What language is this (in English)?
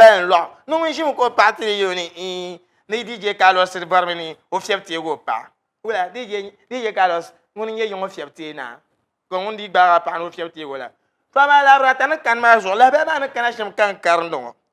Dagbani